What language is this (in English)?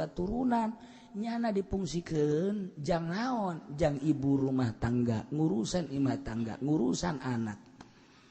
Sundanese